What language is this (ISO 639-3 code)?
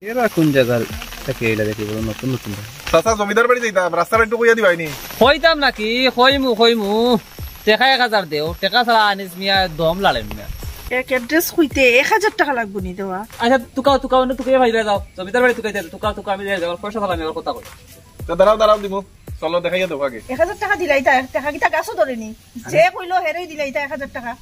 syl